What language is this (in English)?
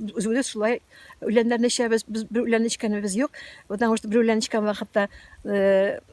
Tatar